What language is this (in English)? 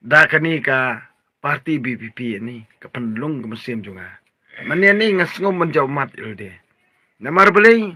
Khasi